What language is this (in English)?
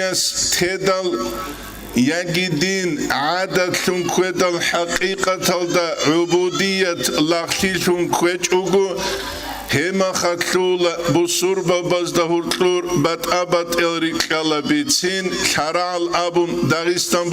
Avaric